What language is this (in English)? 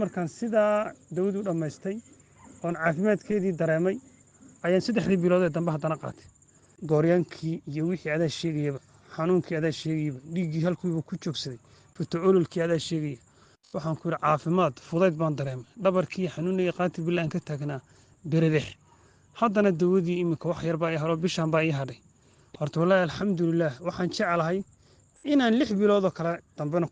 Somali